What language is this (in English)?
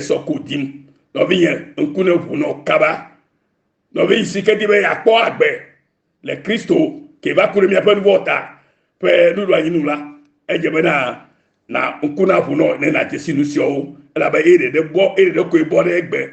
Ewe